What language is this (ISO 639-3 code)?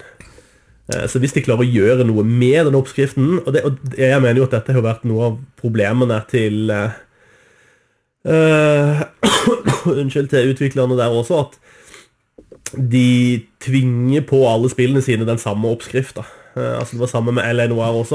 nor